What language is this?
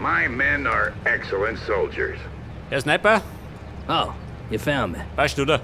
Bavarian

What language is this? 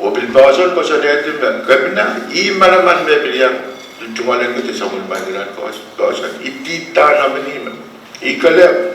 Pohnpeian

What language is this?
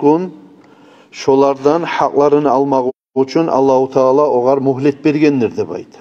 Kumyk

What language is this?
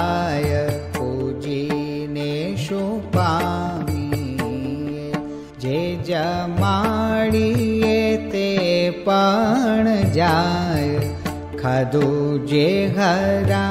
Gujarati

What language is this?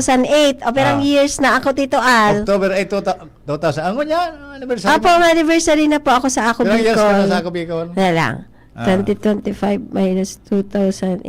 Bikol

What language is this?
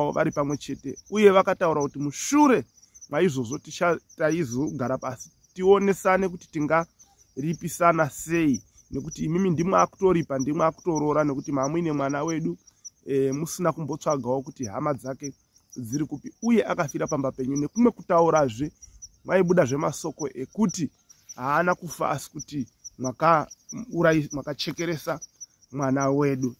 Shona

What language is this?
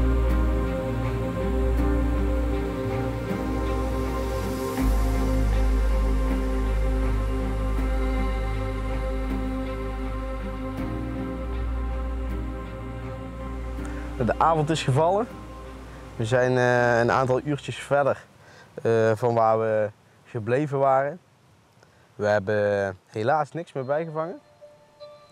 Dutch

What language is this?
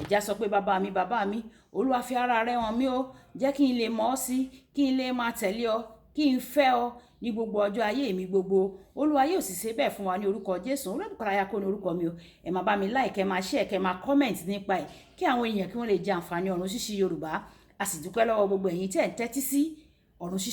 Yoruba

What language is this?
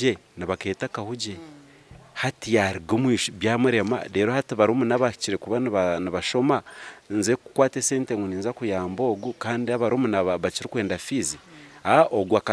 Nyankole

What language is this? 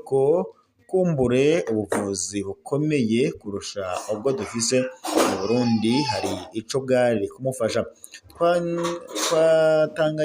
Rundi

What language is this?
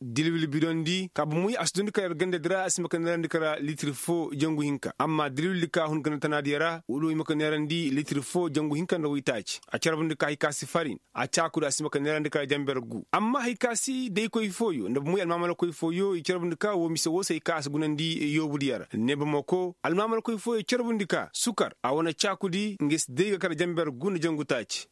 Koyraboro Senni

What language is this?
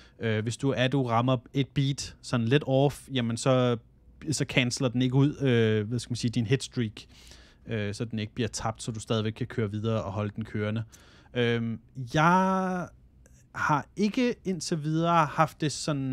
Danish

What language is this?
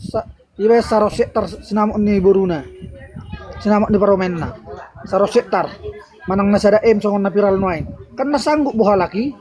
Batak Toba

